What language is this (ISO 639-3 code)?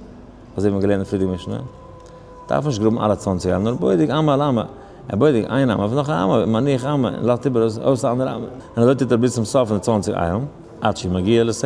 yid